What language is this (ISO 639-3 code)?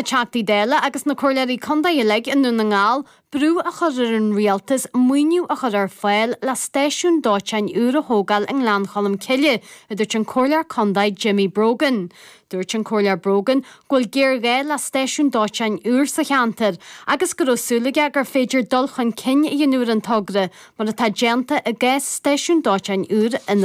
gle